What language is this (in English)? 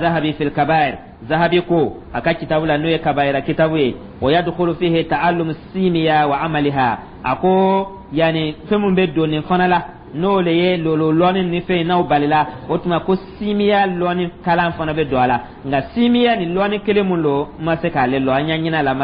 Dyula